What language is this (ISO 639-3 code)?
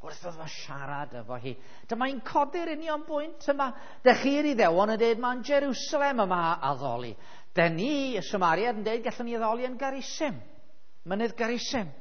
cym